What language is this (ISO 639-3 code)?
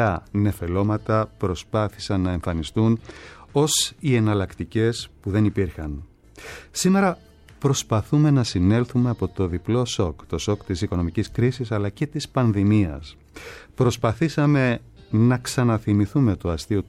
ell